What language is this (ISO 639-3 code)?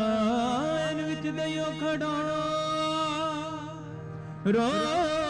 pan